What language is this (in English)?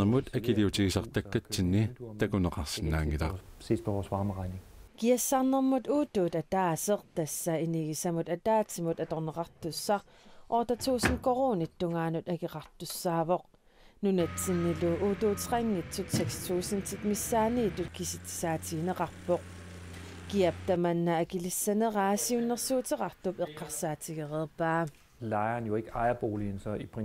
Kalaallisut